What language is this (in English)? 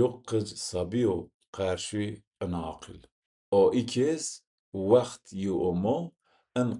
Zaza